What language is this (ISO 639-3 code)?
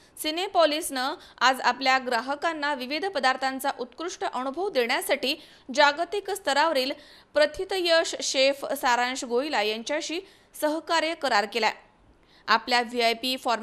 mar